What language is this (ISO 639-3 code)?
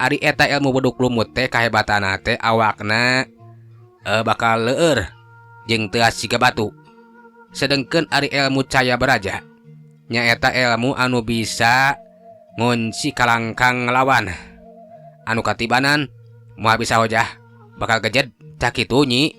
sun